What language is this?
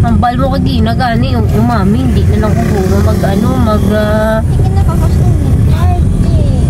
Hiligaynon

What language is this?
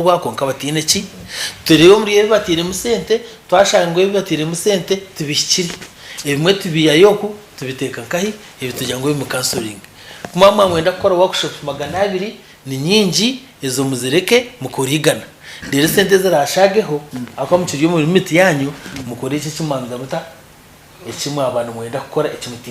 Nyankole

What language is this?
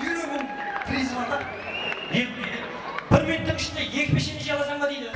Kara-Kalpak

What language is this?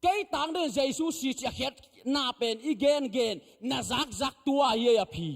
Tedim Chin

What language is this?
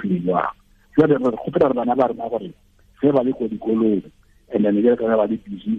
Tswana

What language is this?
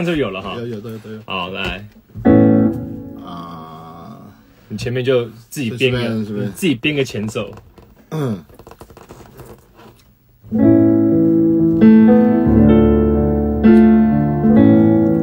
Chinese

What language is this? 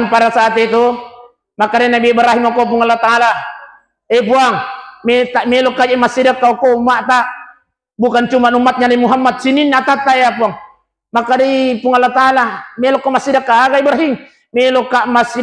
Buginese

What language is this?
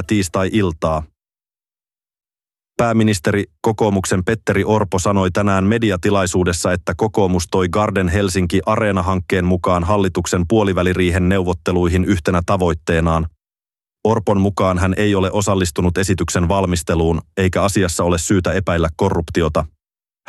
Finnish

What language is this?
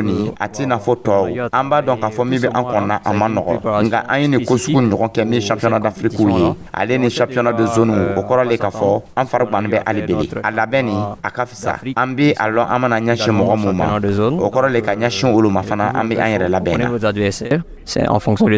Dyula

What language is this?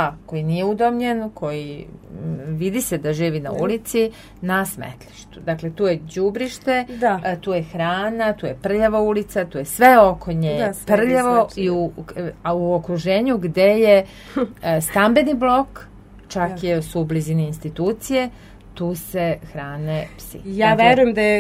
Serbian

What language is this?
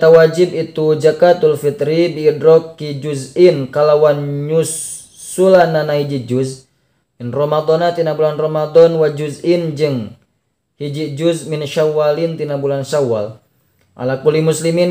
Sundanese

